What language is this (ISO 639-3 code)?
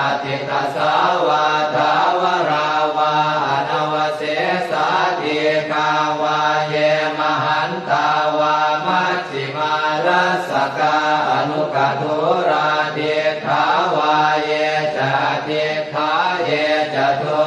pli